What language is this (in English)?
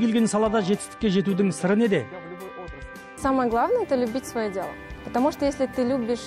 Kazakh